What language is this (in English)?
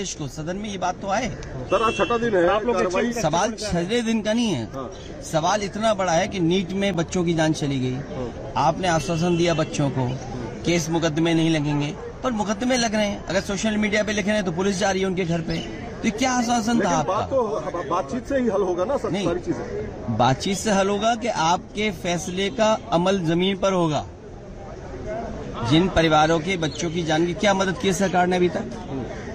Hindi